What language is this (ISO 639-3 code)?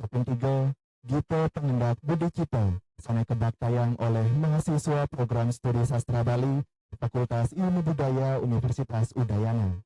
ban